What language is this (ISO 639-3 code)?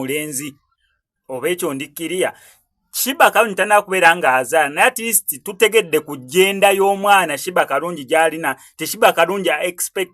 lug